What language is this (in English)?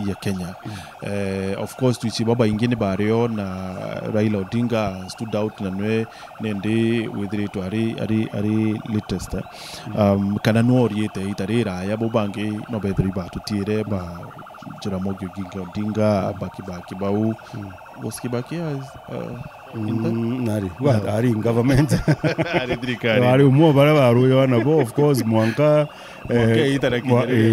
Meru